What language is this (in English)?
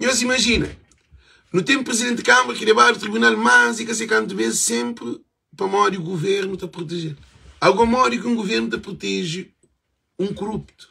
Kabuverdianu